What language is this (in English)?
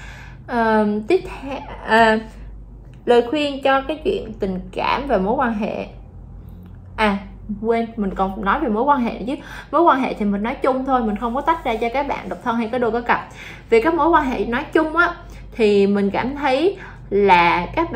Vietnamese